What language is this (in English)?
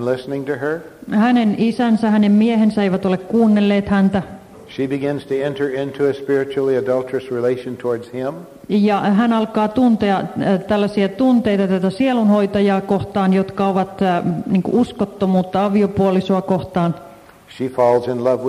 Finnish